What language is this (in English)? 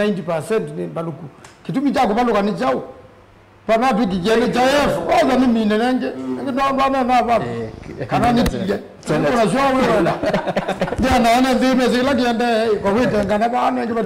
Kamba